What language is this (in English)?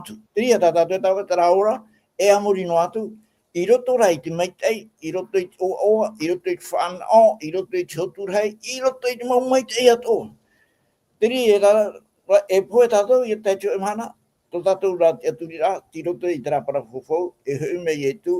Tahitian